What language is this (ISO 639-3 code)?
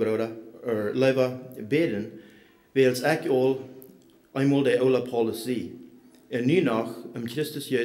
pdt